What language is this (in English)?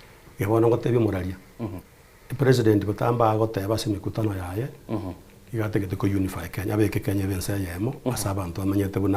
Gusii